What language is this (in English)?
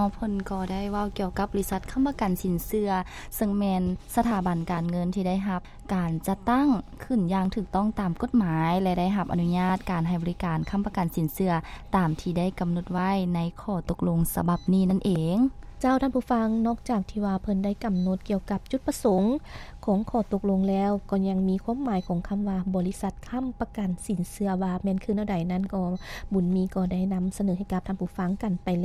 Lao